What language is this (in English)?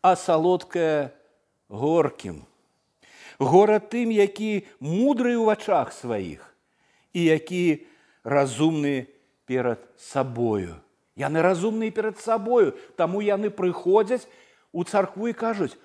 Belarusian